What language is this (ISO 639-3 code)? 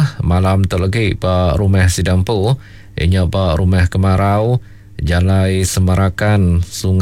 iba